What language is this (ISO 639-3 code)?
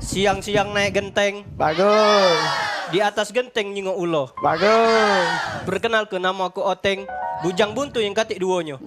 mui